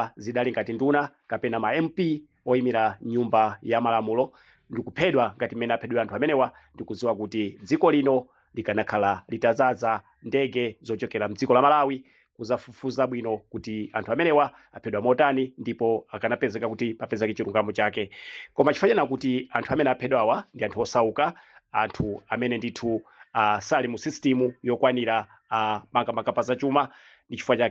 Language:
Nyanja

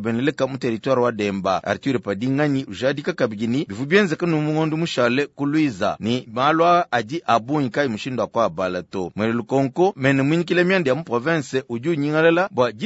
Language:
Luba-Lulua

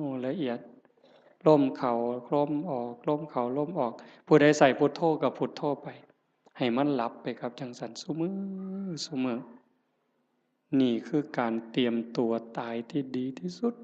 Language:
Northeastern Thai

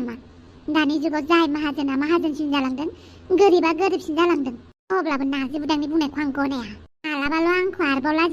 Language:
Bodo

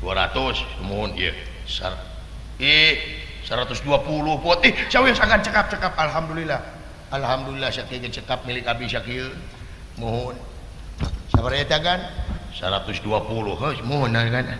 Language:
Sundanese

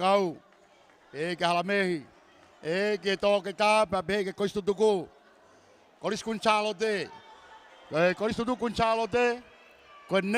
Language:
Tongan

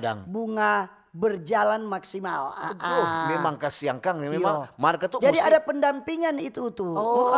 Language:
Manado Malay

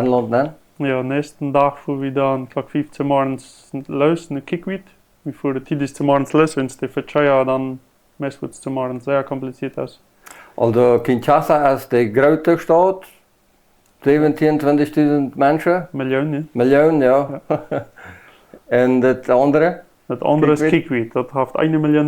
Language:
Plautdietsch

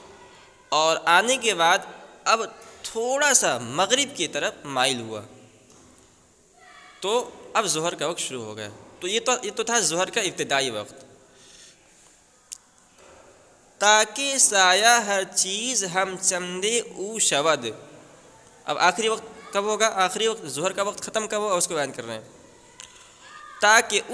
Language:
Urdu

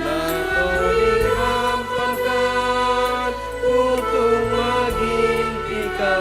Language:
Toraja-Sa'dan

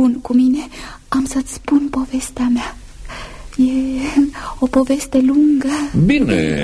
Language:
Romanian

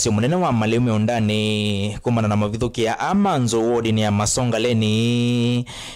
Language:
Kamba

